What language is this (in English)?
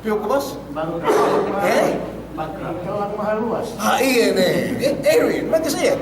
Yakan